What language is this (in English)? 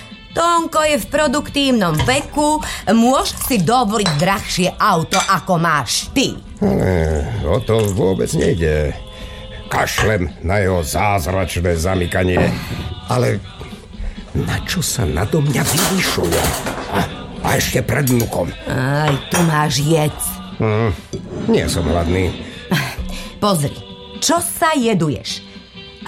Slovak